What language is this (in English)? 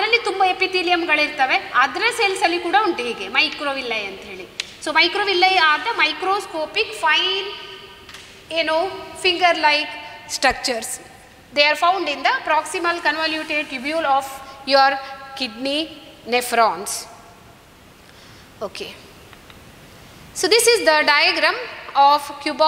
Kannada